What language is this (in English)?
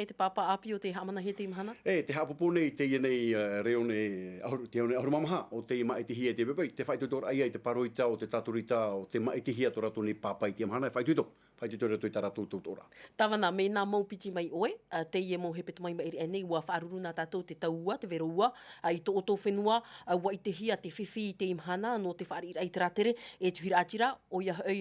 Tahitian